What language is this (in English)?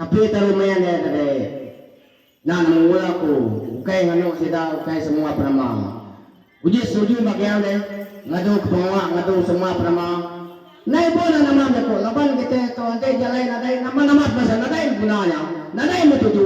Iban